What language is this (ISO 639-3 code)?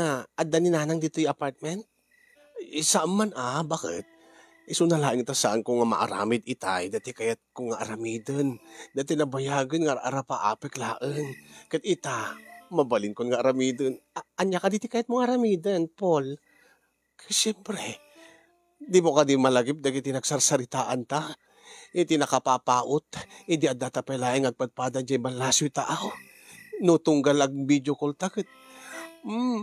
ilo